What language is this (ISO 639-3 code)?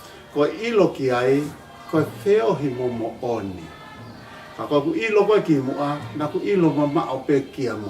ton